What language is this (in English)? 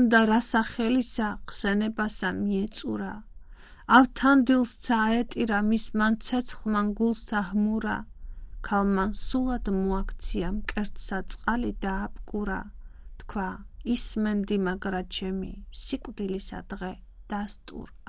Georgian